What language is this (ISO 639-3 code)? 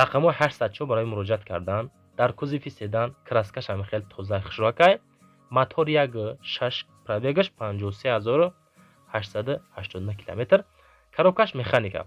tgk